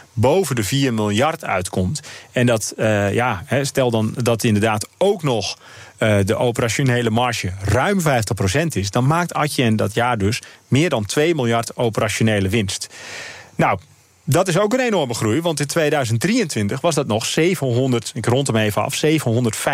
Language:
Dutch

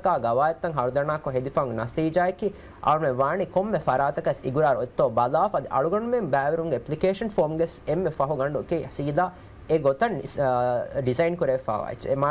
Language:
Divehi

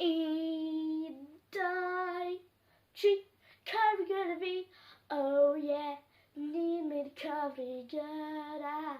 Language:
Welsh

